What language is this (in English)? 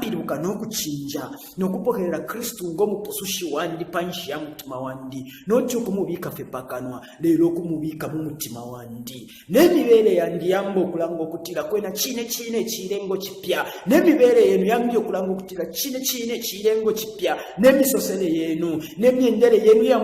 Bemba